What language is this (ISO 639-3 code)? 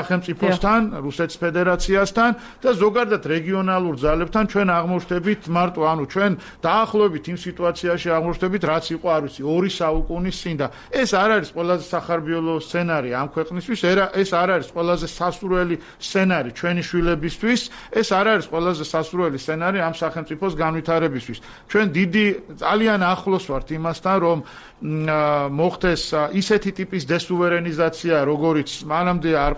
kat